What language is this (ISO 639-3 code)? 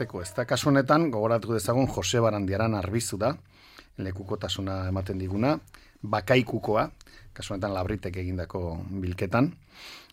eus